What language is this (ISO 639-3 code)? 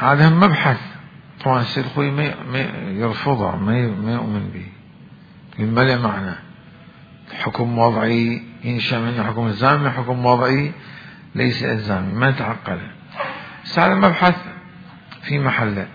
acm